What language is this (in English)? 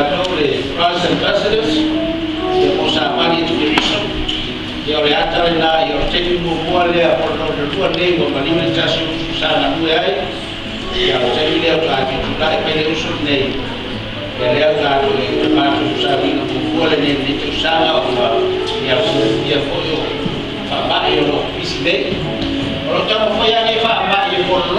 Samoan